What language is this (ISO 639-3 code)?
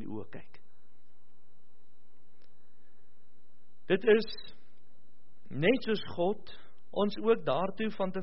afr